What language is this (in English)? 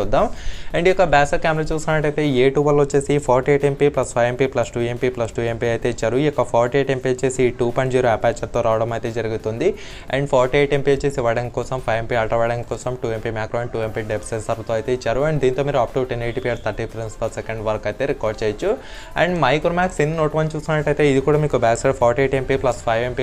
Telugu